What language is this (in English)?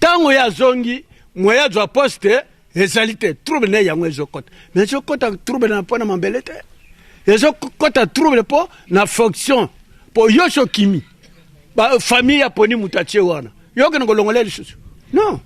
Lingala